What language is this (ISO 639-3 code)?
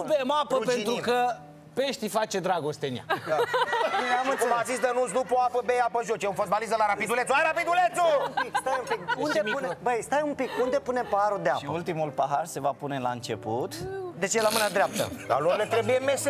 ron